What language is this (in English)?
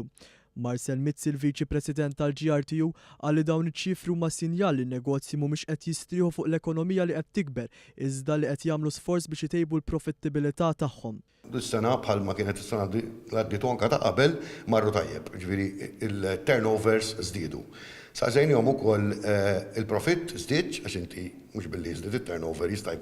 Maltese